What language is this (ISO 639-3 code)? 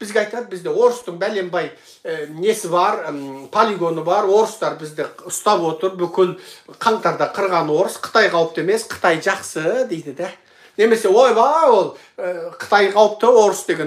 kaz